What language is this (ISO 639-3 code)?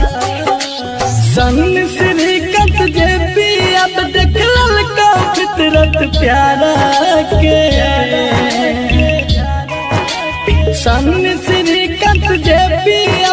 bho